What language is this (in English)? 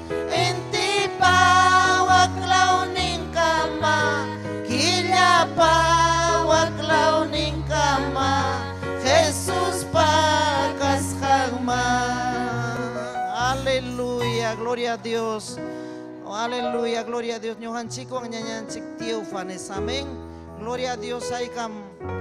Ayacucho Quechua